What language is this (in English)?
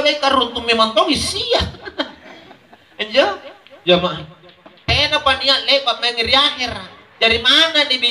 Makasar